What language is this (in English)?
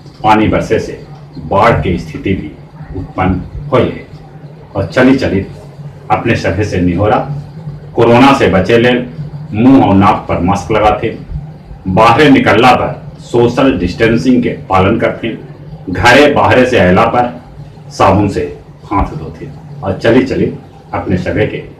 Magahi